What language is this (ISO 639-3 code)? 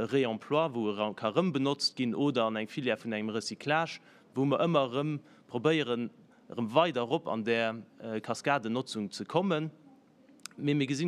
ltz